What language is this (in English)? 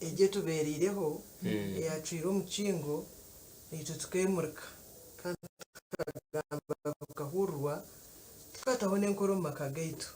Nyankole